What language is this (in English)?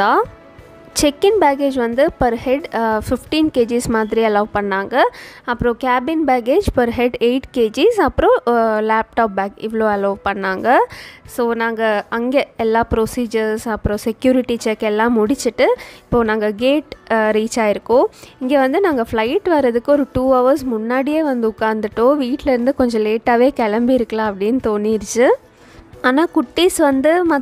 Tamil